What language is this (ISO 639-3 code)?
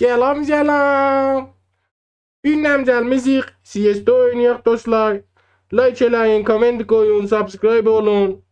azb